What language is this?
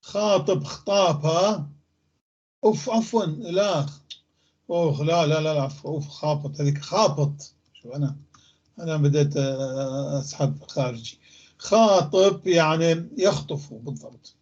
North Levantine Arabic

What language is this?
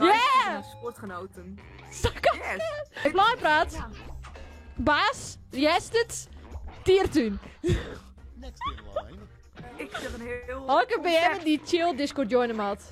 Western Frisian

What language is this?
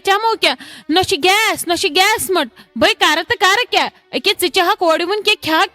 Kashmiri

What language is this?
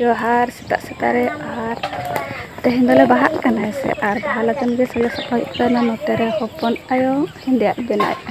Santali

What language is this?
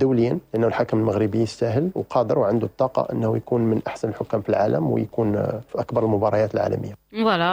Moroccan Arabic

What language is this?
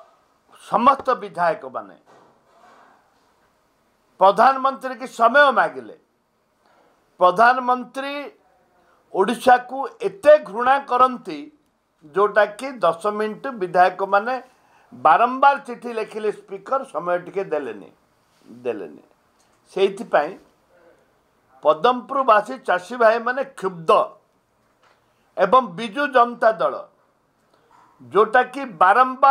Odia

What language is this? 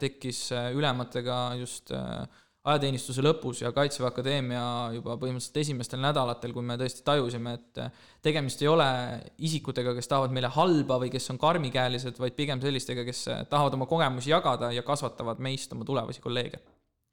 Estonian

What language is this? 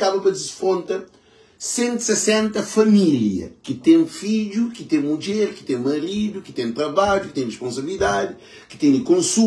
Kabuverdianu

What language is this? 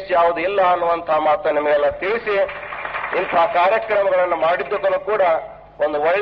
Kannada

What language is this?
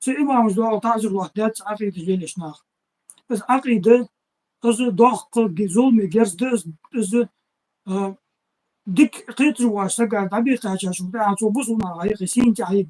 Ingush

